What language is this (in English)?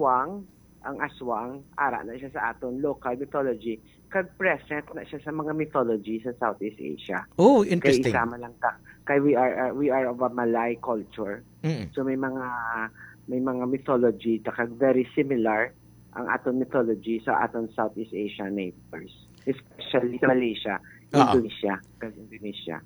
Hiligaynon